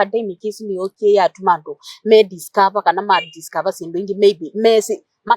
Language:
Kamba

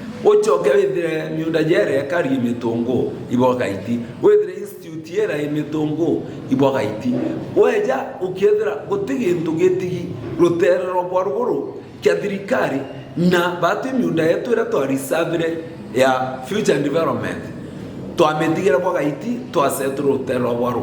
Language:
Meru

